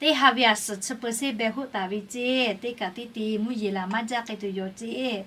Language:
Lahu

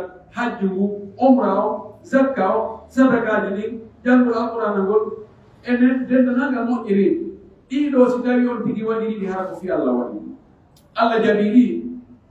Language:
Pular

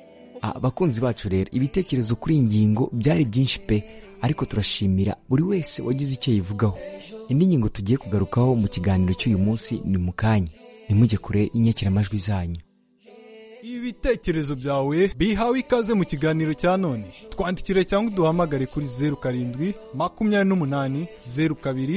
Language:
Kinyarwanda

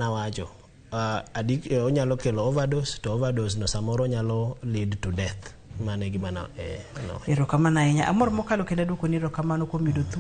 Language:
Luo (Kenya and Tanzania)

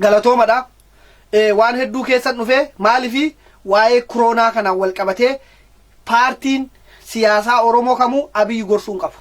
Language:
Oromo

